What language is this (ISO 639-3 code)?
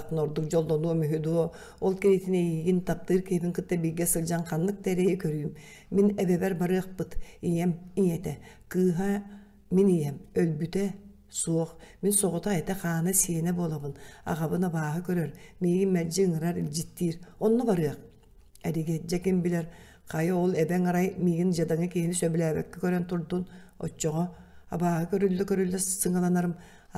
sah